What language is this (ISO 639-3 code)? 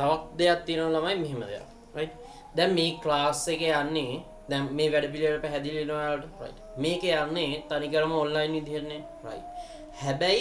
sin